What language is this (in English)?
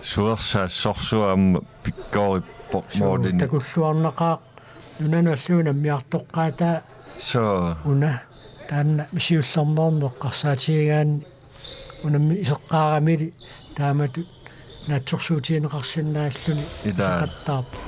Kalaallisut